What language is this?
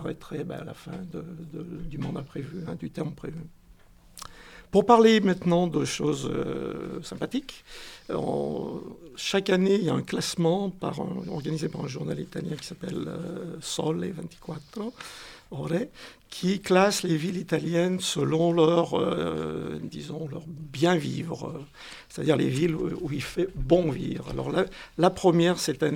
French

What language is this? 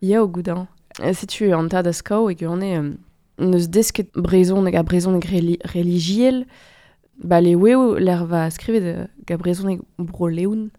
Breton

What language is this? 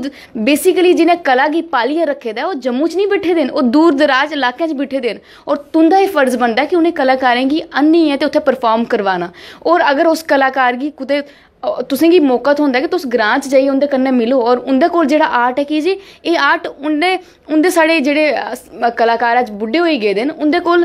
Dogri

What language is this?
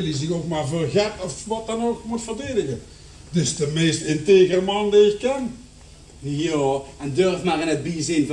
Limburgish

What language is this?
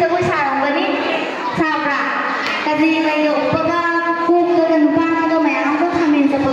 Manipuri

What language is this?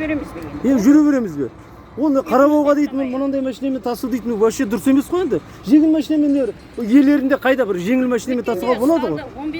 Kazakh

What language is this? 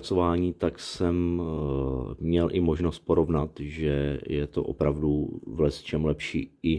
Czech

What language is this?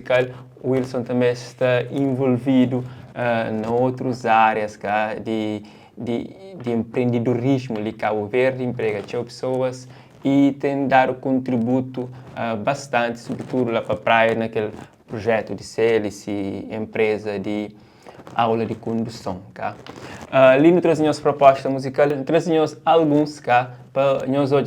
Kabuverdianu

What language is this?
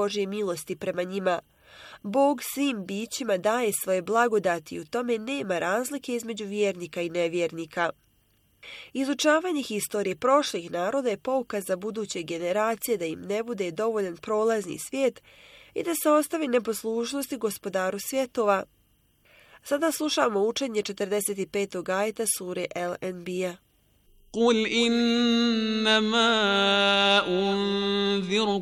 Bosnian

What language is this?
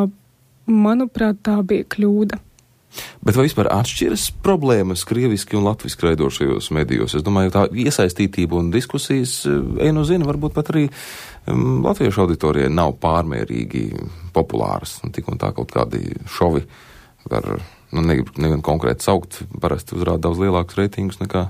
Latvian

